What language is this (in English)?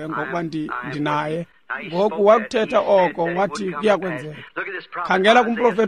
Xhosa